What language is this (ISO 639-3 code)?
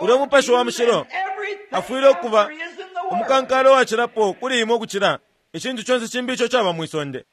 bem